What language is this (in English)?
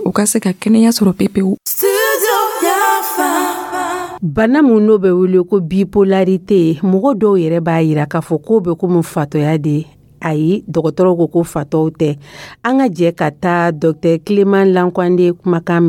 Dyula